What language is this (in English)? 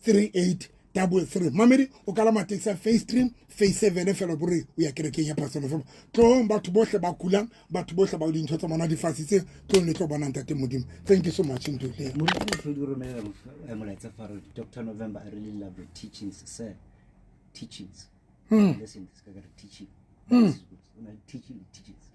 Southern Sotho